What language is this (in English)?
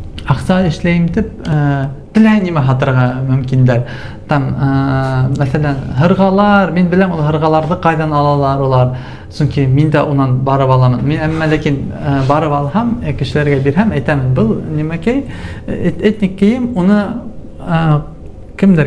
Bashkir